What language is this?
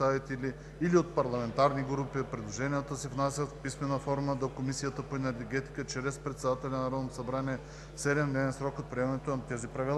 Bulgarian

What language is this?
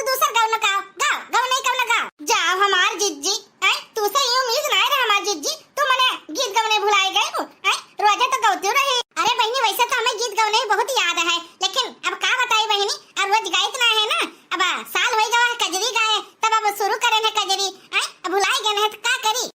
Awadhi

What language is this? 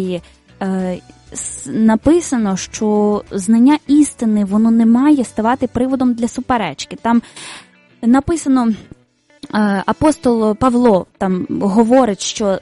Ukrainian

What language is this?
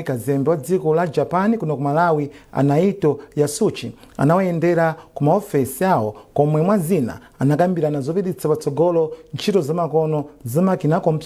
Nyanja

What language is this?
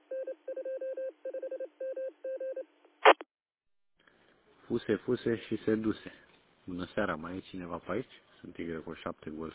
Romanian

